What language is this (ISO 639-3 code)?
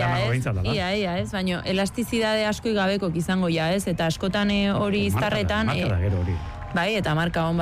eus